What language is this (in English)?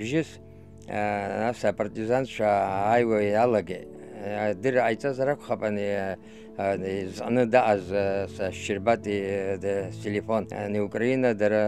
Abkhazian